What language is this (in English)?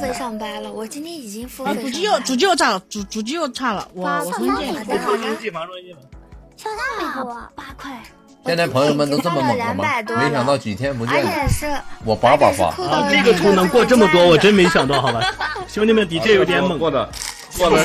Chinese